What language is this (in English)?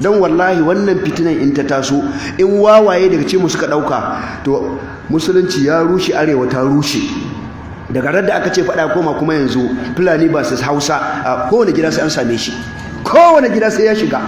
Hausa